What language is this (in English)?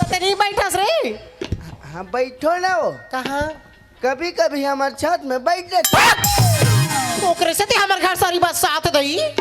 Chhattisgarhi